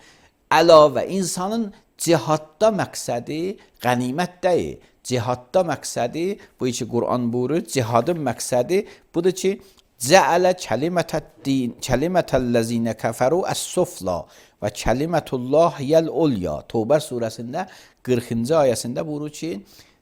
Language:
Azerbaijani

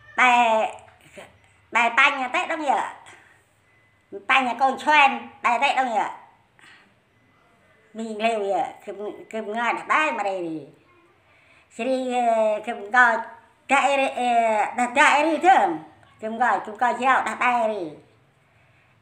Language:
Central Mnong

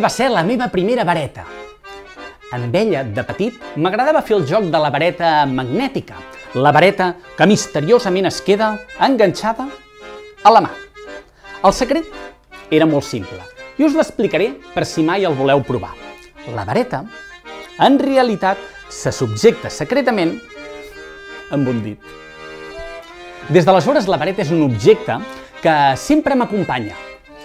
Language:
Catalan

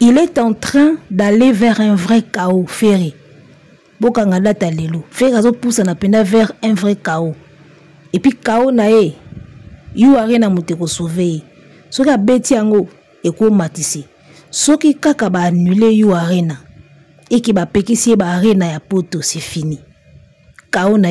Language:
Lingala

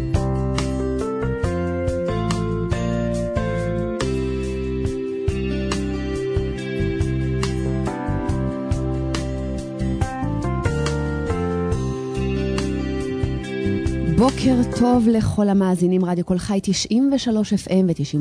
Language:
Hebrew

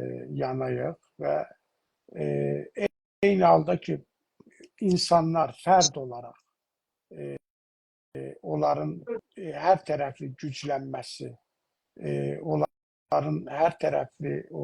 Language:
South Azerbaijani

